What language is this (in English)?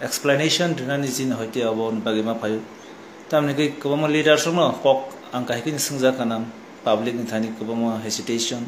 Kok Borok